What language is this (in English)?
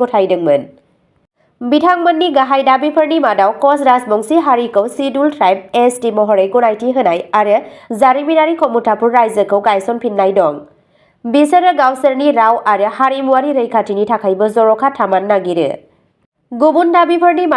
Bodo